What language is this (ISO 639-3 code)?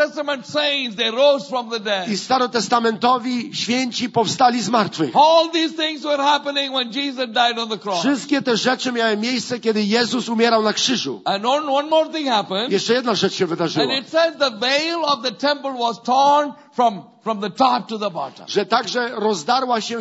pol